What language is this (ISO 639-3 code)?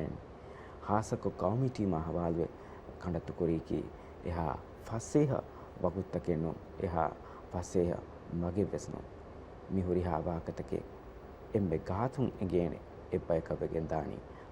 div